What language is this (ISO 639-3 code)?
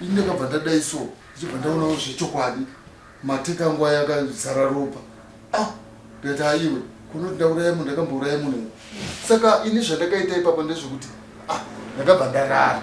sna